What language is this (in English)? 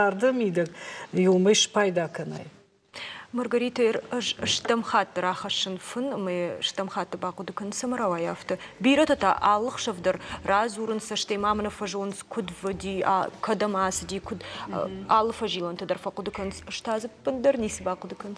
Ossetic